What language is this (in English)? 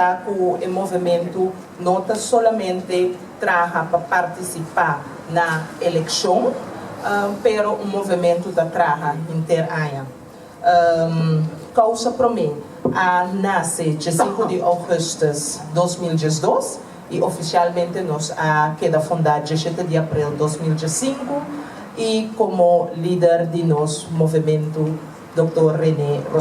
Papiamento